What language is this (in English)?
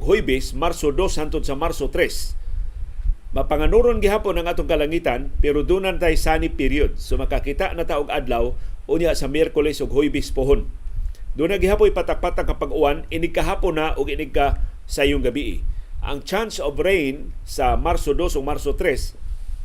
Cebuano